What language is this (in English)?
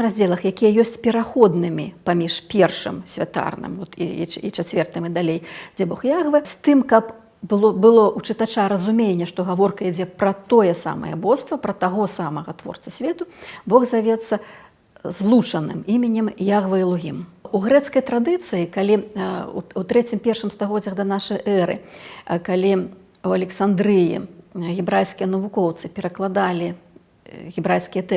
Belarusian